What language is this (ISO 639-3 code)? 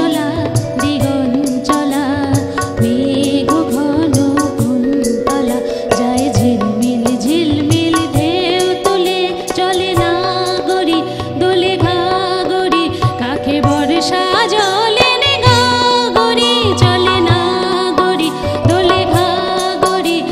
ben